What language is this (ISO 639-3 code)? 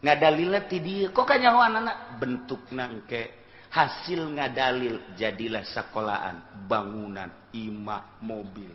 sun